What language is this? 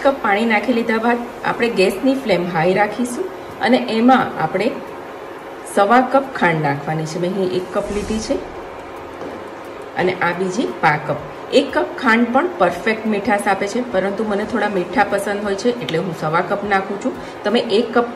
Gujarati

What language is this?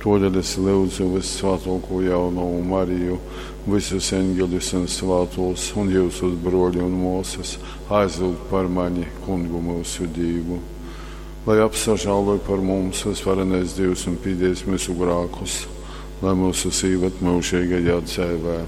Latgalian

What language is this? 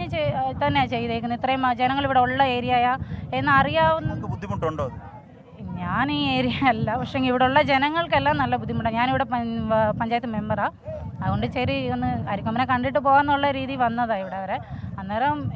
Malayalam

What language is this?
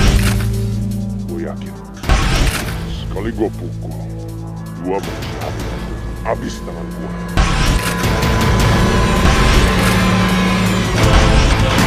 Indonesian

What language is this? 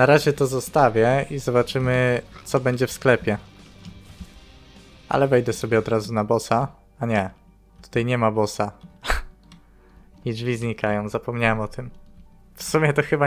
Polish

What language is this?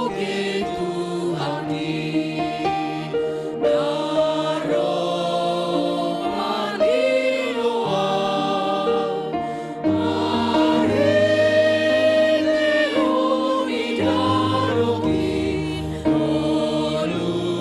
Batak Simalungun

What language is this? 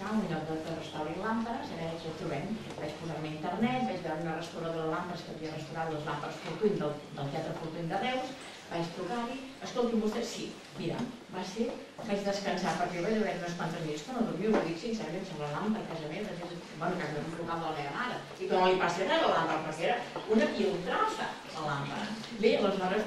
Catalan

